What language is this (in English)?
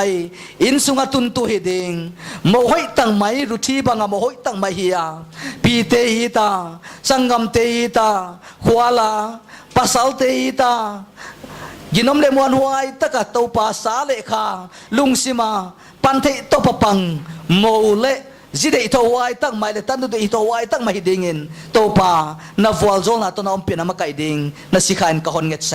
Paite Chin